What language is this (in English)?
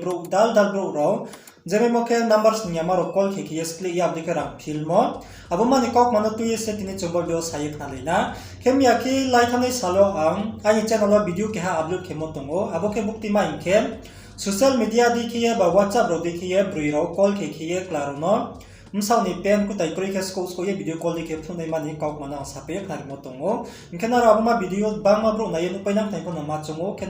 Riang (India)